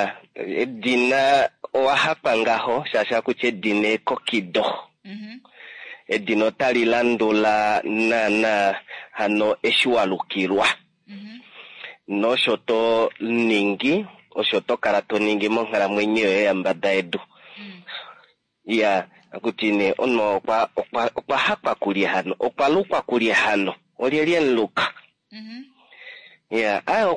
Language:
Kuanyama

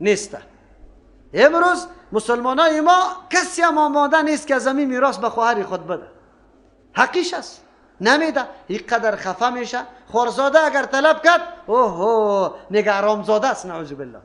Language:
Persian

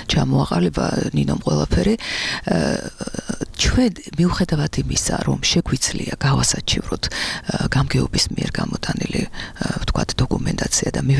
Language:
Georgian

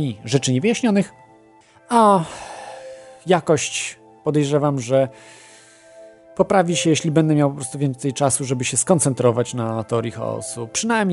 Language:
Polish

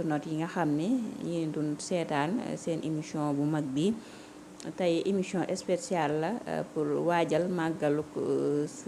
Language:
Wolof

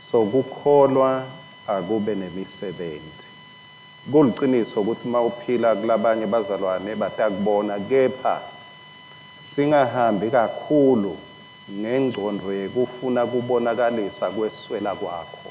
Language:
Swati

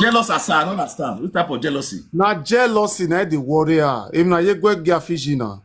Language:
Nigerian Pidgin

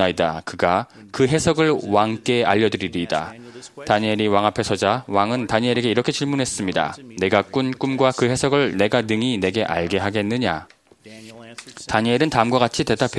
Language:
Korean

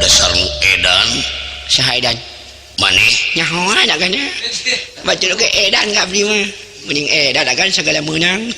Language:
Sundanese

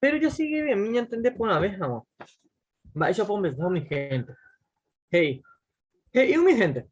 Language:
Guarani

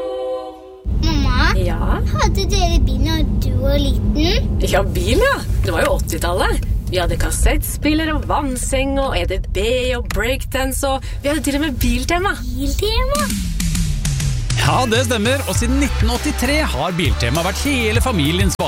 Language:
Norwegian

